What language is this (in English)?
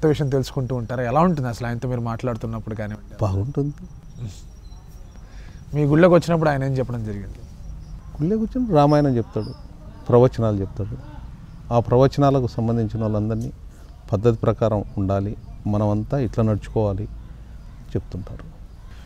Telugu